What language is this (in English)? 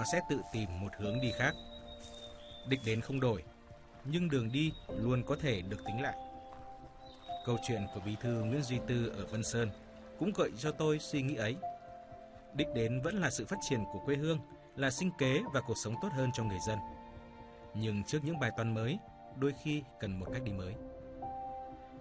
Vietnamese